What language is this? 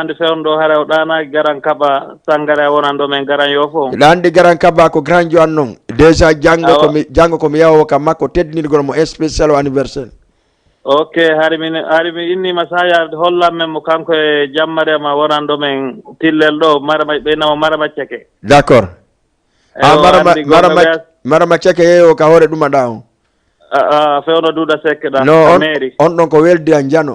Fula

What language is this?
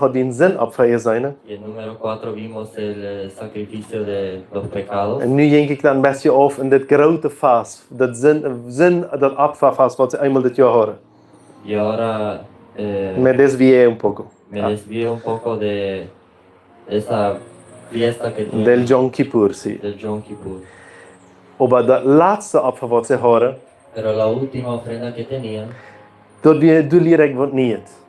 Plautdietsch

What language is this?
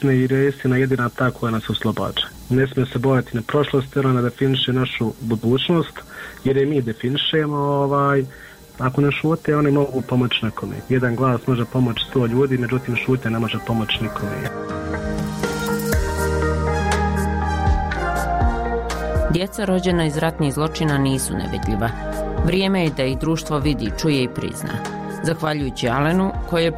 Bosnian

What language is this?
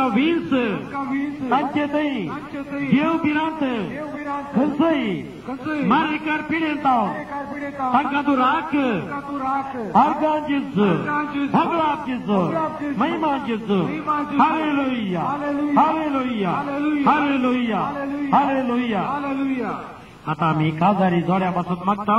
Konkani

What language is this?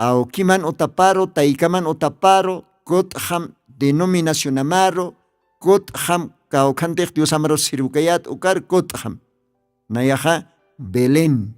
Aymara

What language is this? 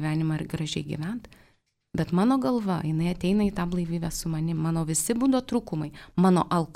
Lithuanian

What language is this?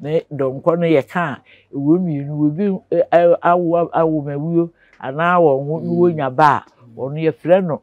Akan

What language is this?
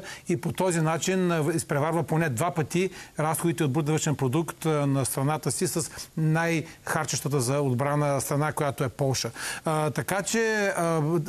Bulgarian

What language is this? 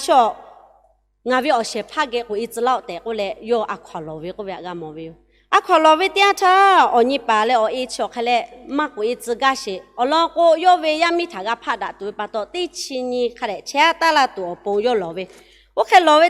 Lahu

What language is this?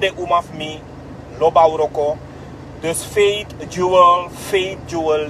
Sranan Tongo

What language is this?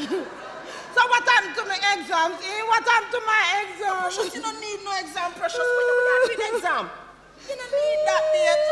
Jamaican Creole English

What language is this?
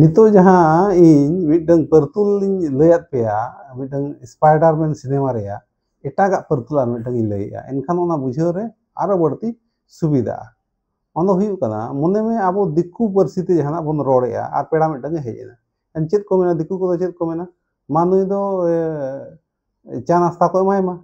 Santali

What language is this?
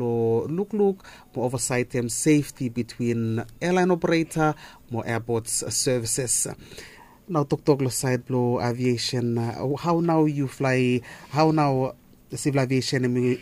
Bislama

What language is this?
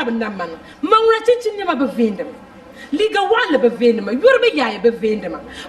Dagbani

